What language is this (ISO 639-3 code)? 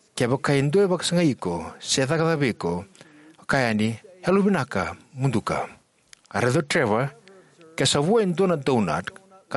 fij